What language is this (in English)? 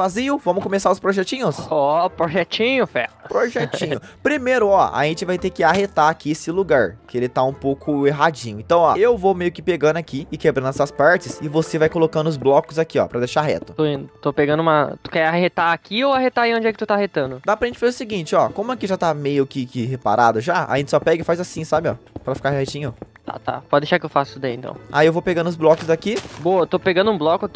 Portuguese